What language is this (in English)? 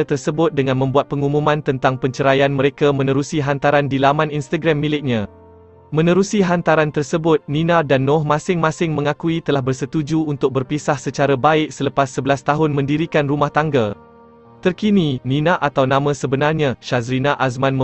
Malay